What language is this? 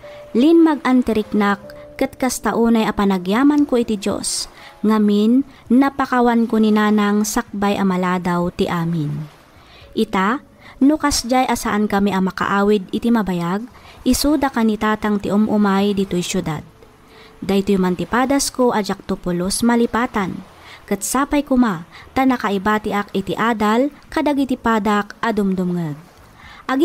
Iloko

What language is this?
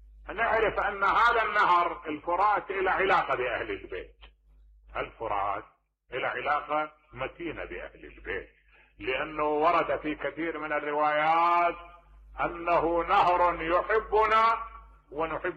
Mesopotamian Arabic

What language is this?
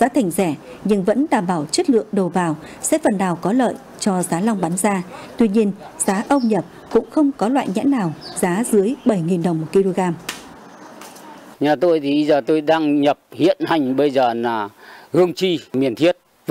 Vietnamese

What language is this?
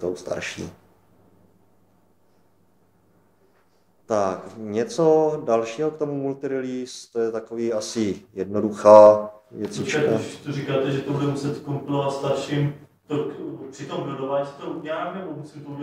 Czech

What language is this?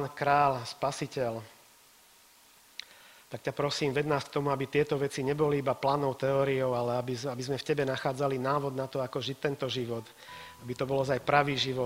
Slovak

